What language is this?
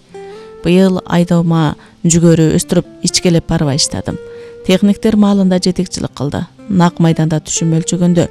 Kyrgyz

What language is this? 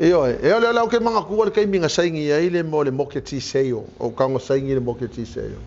Samoan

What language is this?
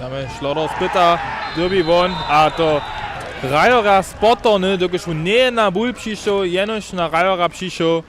Upper Sorbian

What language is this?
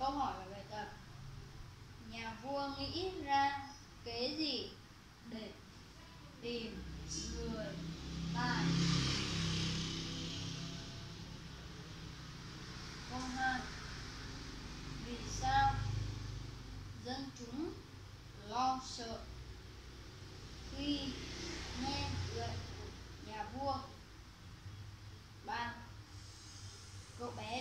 Vietnamese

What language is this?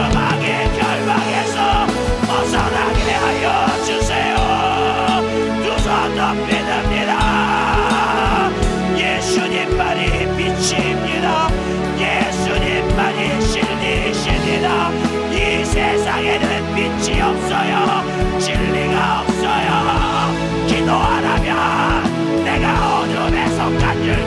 Korean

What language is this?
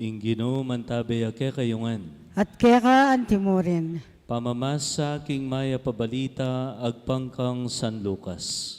Pampanga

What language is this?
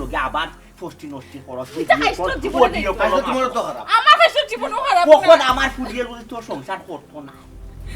Sylheti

